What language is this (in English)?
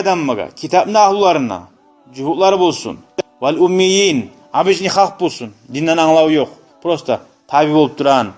Kumyk